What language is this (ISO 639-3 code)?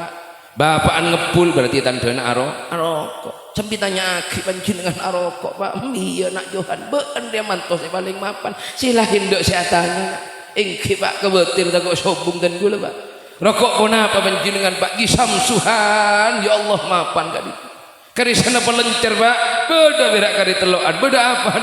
mad